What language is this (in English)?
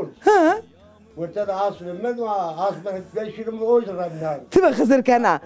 Zaza